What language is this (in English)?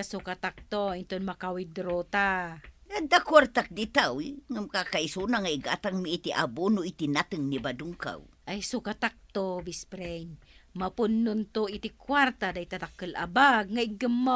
Iloko